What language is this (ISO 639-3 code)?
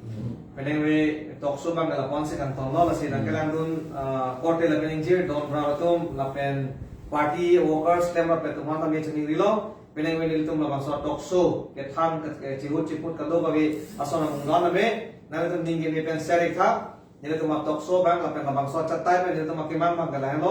mjw